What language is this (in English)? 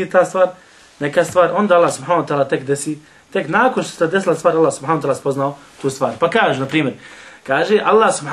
Bosnian